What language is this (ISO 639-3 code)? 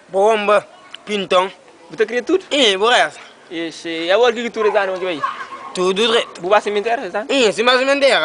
kea